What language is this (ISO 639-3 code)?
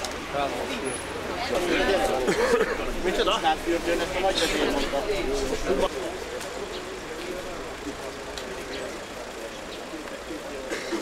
hun